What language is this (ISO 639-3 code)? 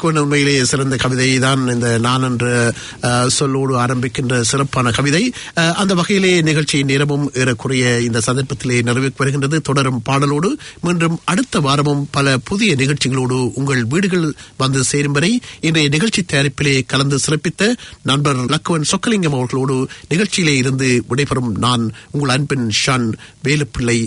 tam